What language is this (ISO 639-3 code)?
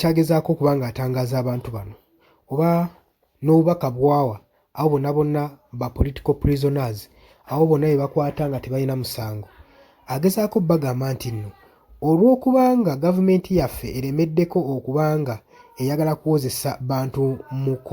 lug